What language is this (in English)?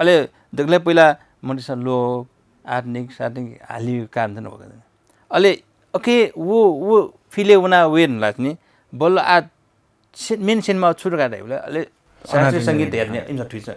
Newari